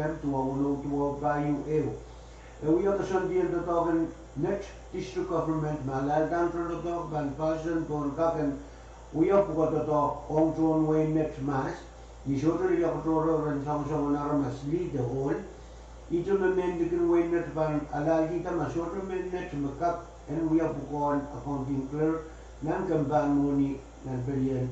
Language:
Pohnpeian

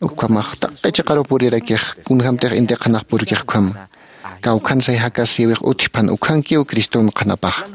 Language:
Aymara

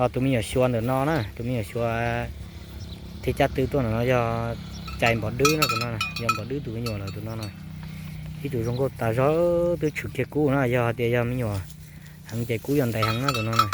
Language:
Hmong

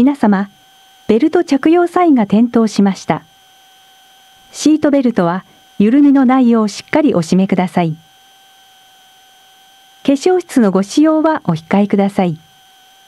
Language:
Japanese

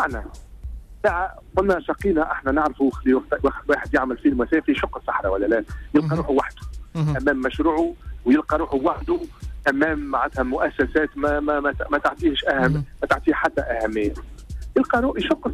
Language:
Tunisian Arabic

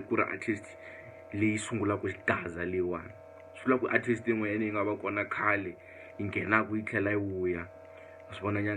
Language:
Tsonga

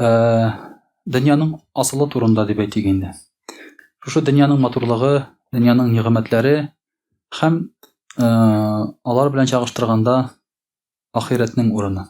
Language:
Tatar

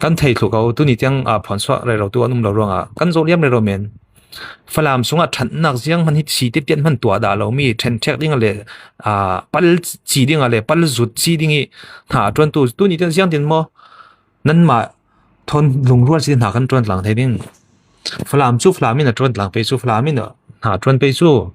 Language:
Falam Chin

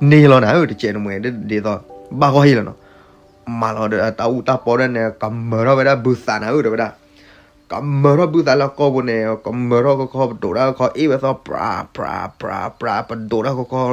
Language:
S'gaw Karen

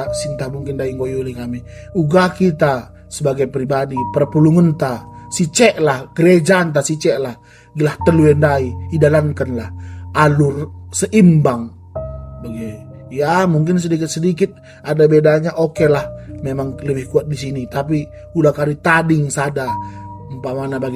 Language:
Batak Karo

